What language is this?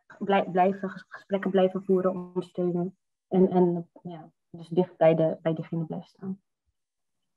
Dutch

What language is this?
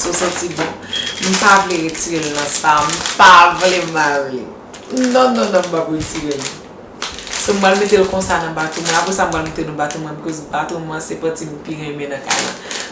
Haitian Creole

